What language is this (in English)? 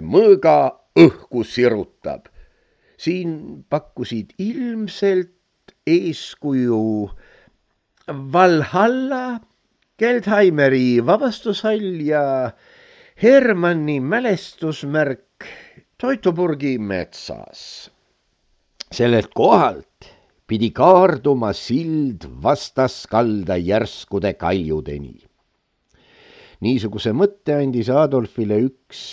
Estonian